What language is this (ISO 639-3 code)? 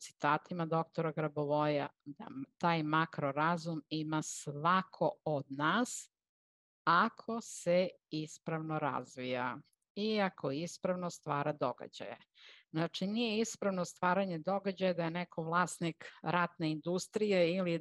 srp